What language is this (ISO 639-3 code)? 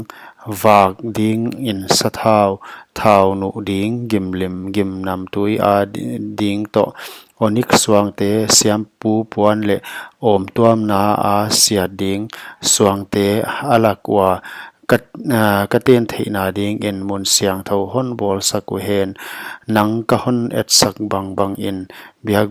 pck